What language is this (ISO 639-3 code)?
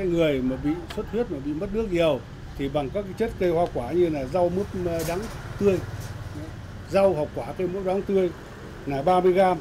vie